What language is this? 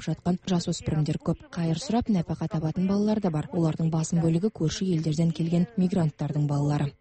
Kazakh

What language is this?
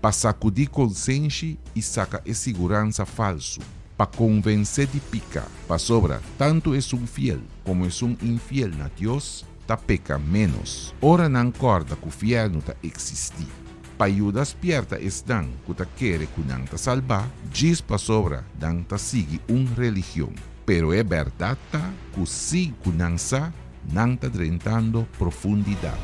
Papiamento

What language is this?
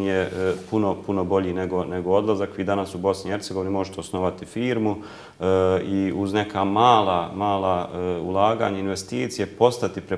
Bosnian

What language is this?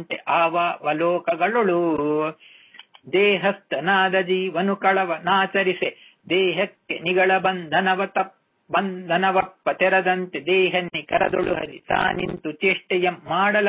Kannada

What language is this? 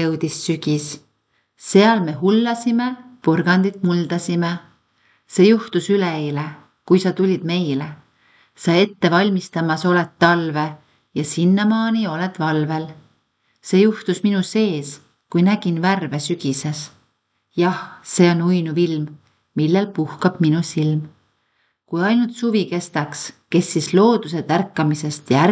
Estonian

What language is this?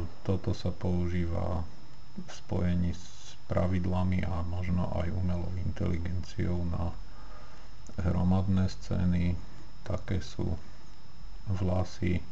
Slovak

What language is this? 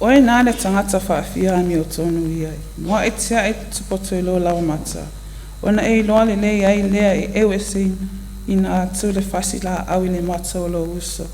Samoan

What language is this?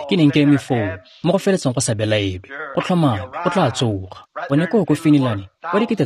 Tswana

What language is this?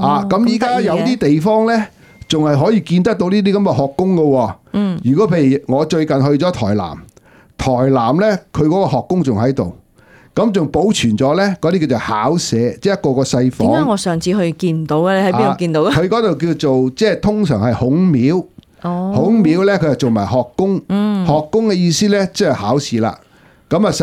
Cantonese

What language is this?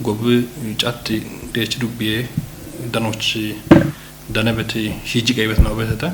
Kafa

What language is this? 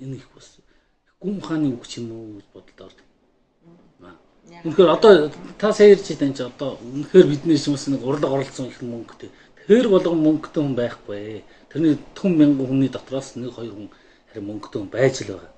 Mongolian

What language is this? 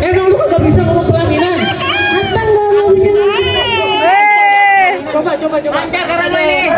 Betawi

